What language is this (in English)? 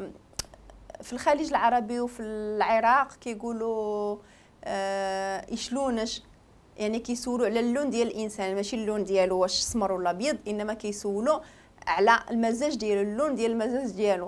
Moroccan Arabic